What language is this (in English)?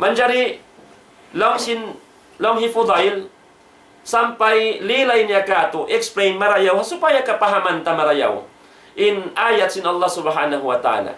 Tausug